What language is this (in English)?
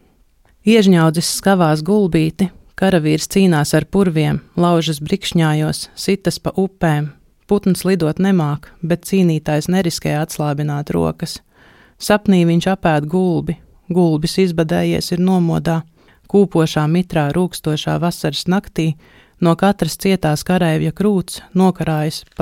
Latvian